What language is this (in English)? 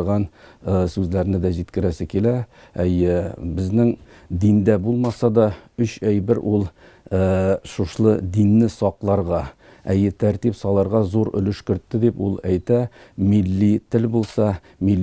Tatar